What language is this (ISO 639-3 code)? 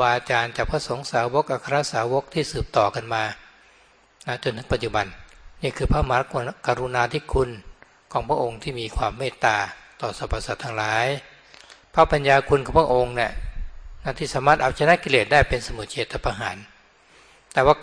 tha